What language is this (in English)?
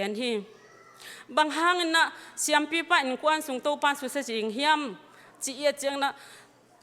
Tedim Chin